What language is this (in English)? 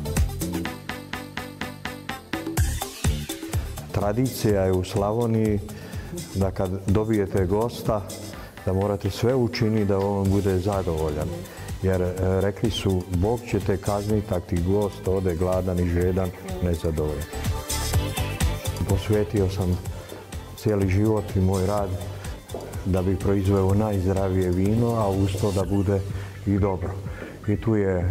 Croatian